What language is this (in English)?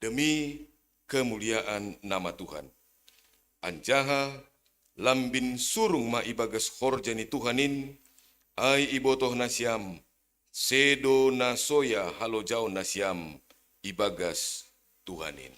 Batak Simalungun